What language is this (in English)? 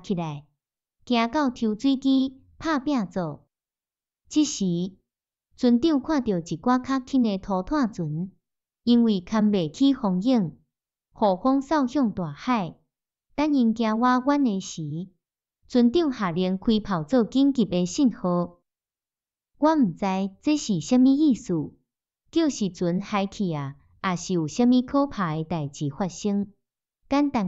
Min Nan Chinese